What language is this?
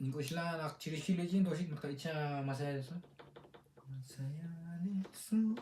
Kekchí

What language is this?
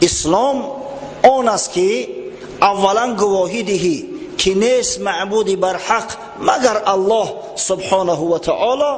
Tajik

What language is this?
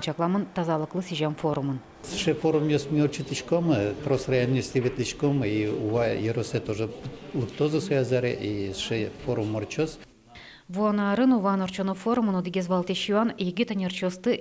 Udmurt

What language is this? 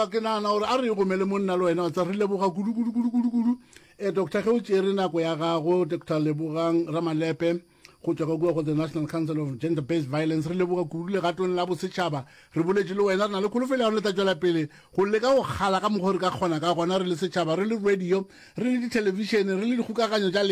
Northern Sotho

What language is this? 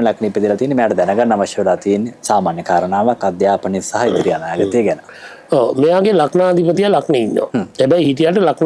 Sinhala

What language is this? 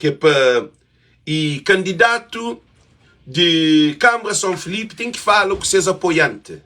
Kabuverdianu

